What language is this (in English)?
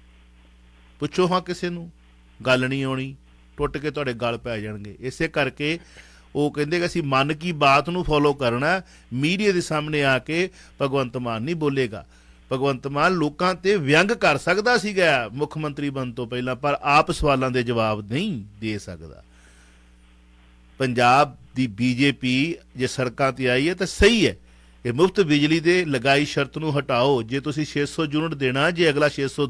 Punjabi